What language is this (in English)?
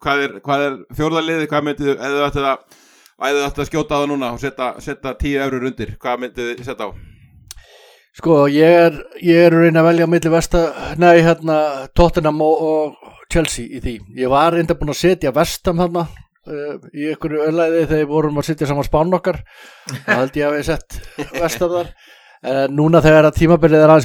Icelandic